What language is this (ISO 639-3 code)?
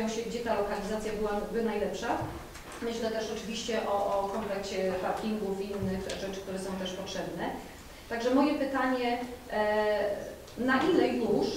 pol